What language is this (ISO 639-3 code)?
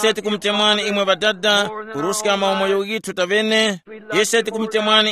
tum